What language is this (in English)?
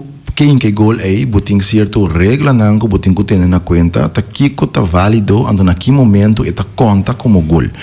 Papiamento